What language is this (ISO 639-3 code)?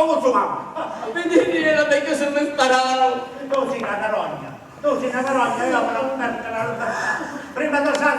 scn